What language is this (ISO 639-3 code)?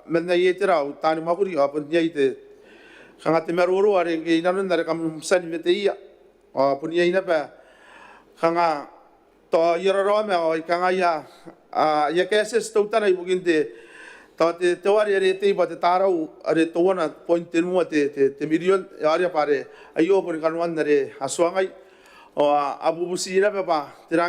gil